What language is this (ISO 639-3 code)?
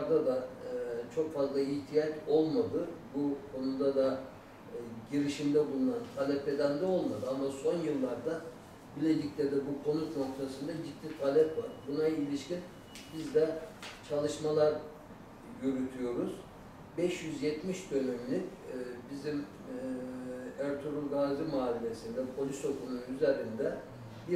tur